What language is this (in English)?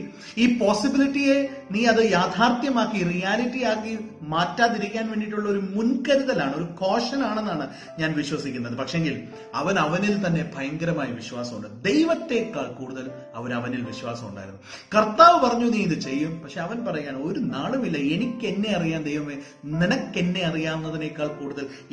Malayalam